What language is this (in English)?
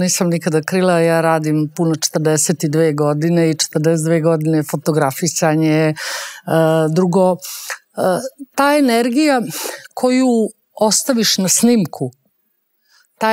Serbian